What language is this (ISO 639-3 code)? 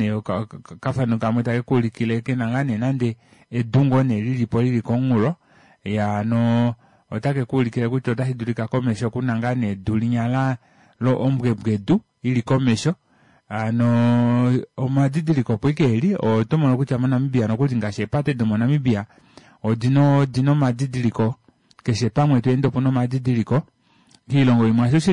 kua